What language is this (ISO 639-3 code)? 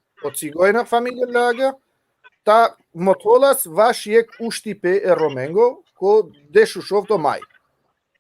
rmn